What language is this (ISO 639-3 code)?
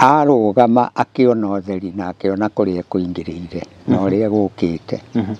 kik